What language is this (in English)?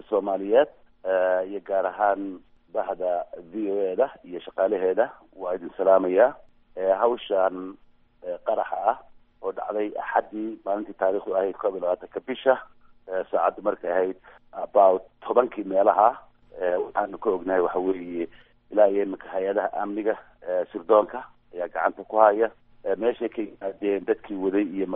Somali